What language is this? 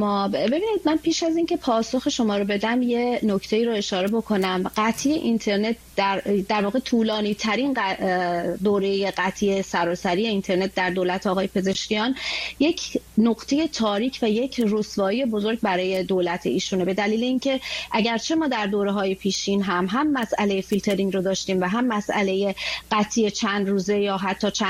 Persian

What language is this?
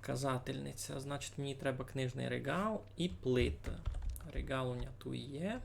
Rusyn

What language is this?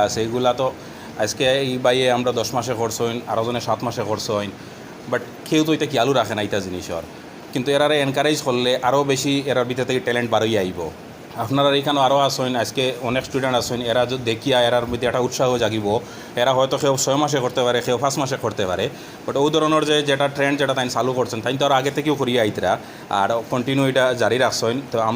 Sylheti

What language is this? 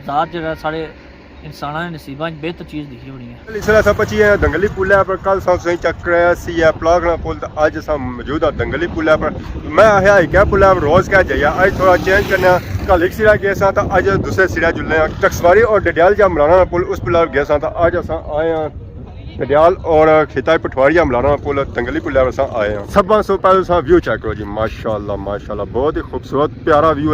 Pahari-Potwari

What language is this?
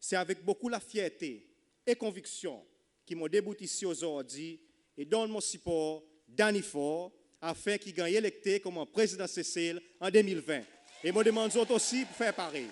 Seselwa Creole French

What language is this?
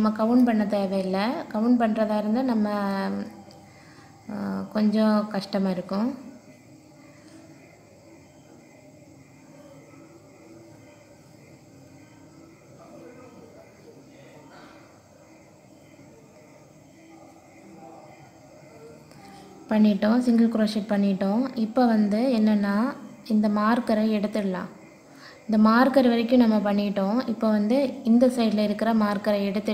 Tamil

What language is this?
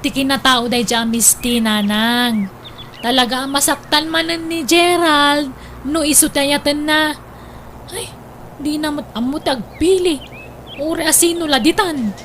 Iloko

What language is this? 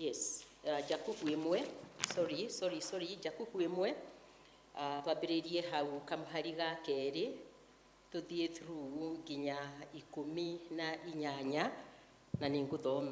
Kikuyu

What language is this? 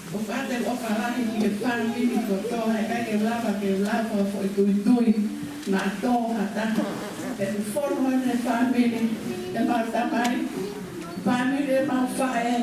Tongan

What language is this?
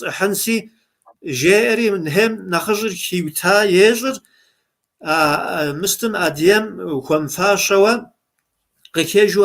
Kabardian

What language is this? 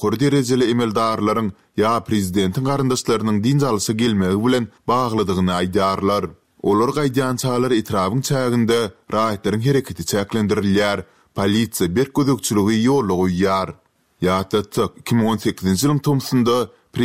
Turkmen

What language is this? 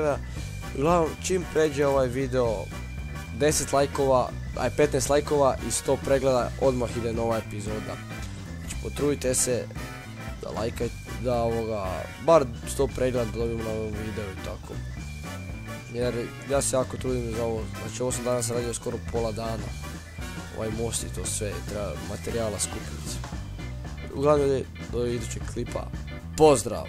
Croatian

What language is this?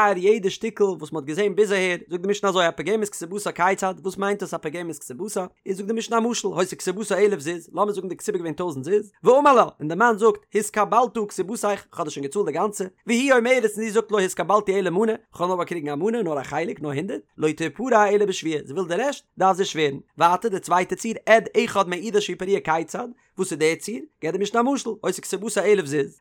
Yiddish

